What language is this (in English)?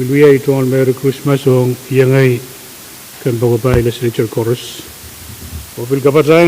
Pohnpeian